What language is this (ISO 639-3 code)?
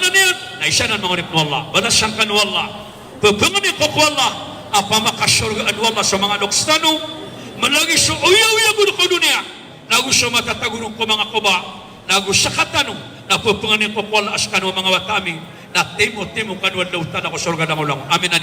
mrw